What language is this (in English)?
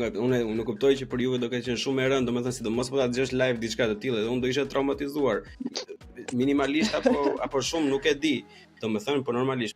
Albanian